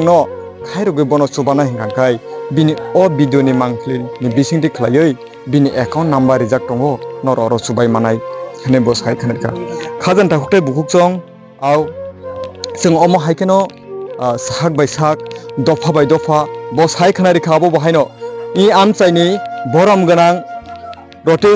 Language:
Kok Borok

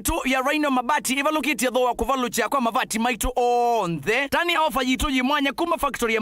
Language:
Kamba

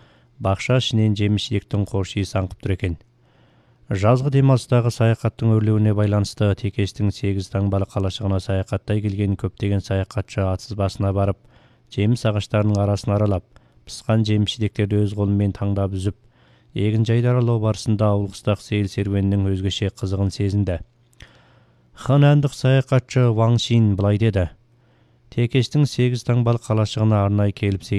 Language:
Kazakh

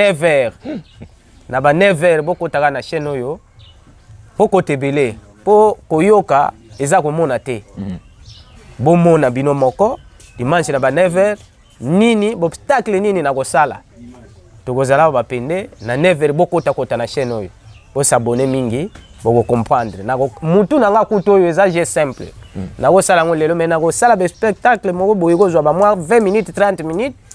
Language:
Lingala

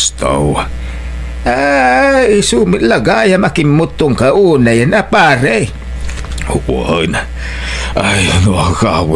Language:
Iloko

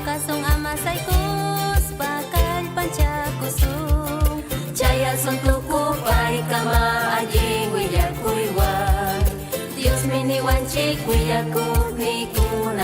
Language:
Ayacucho Quechua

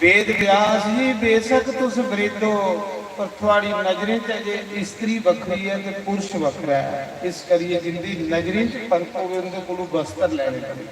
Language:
Dogri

